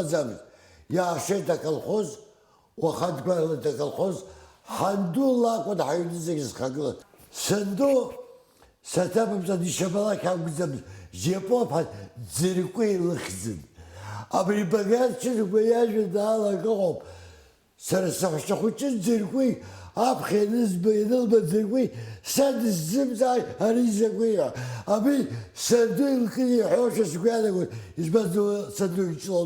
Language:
Abkhazian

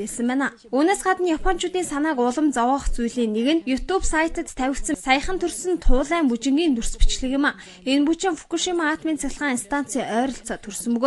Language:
Mongolian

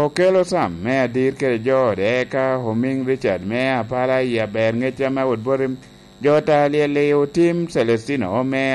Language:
Lango (Uganda)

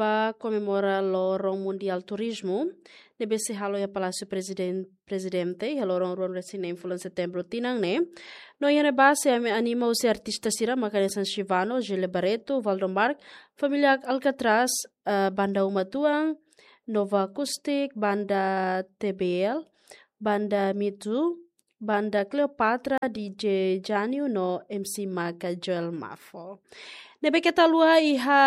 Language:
Tetum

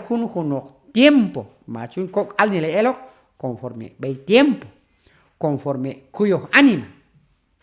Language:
Q'anjob'al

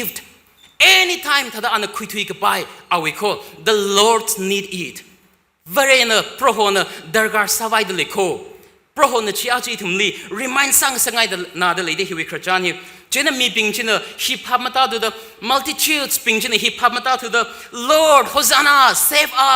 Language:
Tangkhul Naga (India)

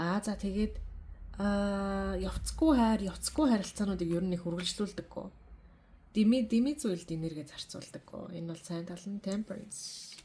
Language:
Mongolian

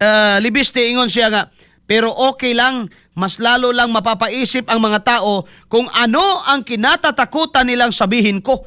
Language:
Cebuano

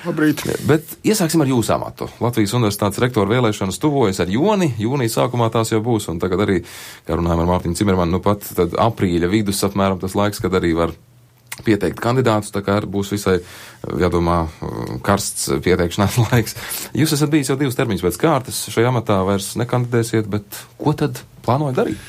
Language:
Latvian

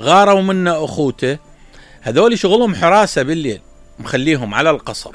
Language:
Mesopotamian Arabic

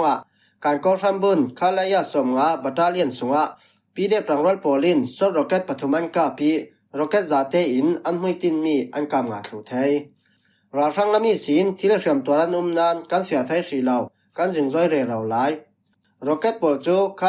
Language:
Falam Chin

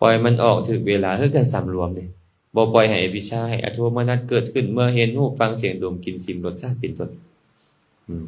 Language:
Lao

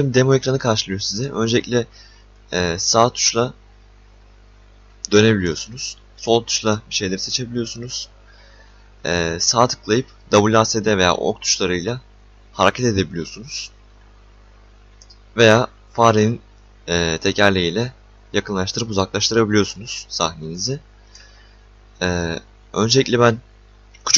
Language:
Turkish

